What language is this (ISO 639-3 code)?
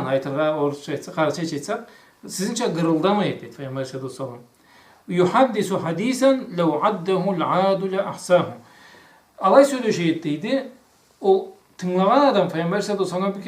krc